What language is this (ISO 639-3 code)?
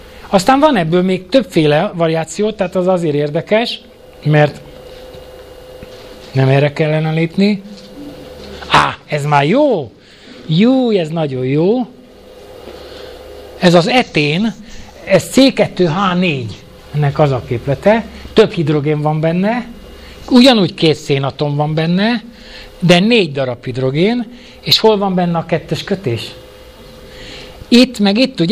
hun